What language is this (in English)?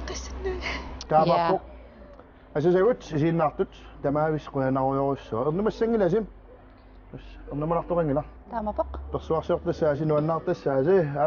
Kalaallisut